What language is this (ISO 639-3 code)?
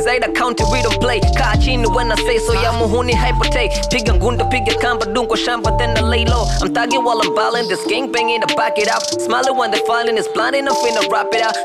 swa